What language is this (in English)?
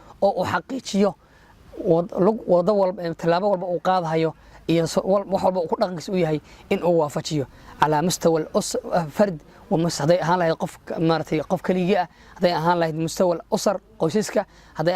Somali